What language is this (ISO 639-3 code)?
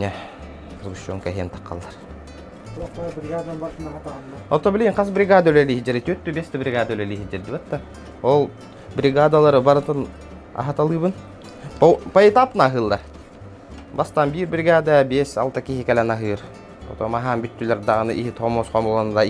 sah